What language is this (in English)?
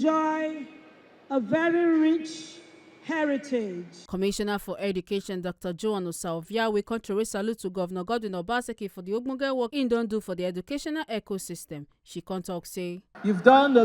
Nigerian Pidgin